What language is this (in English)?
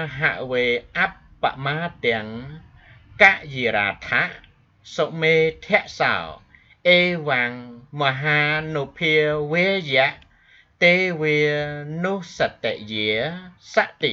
Khmer